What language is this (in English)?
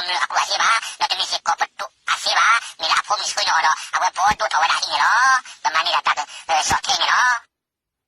S'gaw Karen